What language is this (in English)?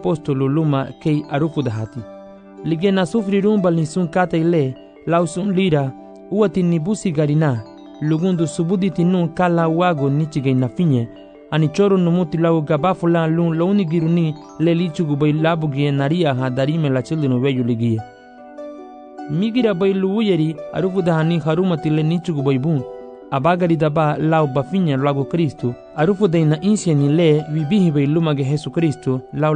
Garifuna